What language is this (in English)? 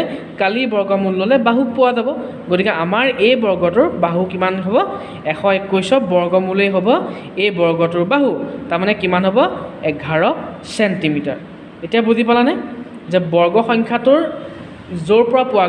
Assamese